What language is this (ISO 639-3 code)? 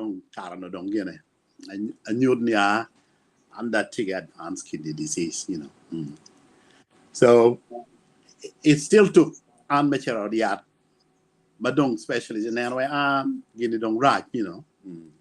ach